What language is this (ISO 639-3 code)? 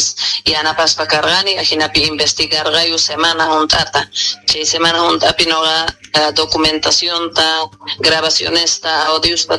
que